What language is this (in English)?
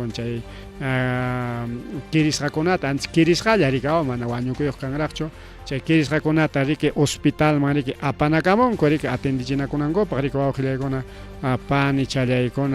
Ayacucho Quechua